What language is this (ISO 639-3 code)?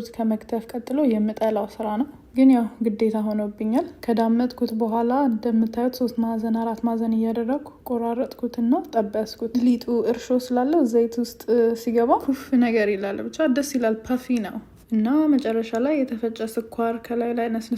amh